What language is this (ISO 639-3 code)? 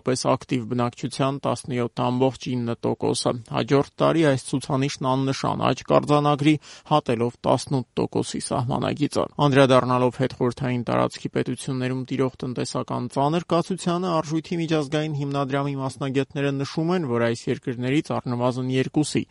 hye